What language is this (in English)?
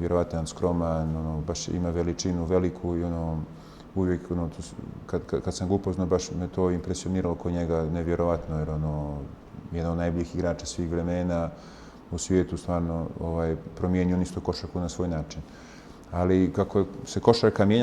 Bosnian